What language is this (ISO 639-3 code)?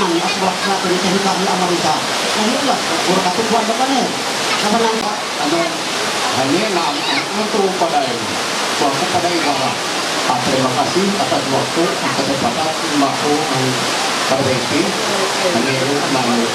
mhy